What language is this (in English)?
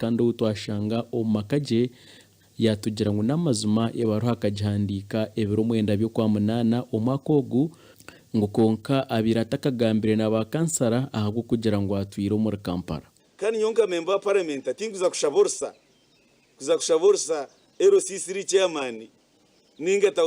Nyankole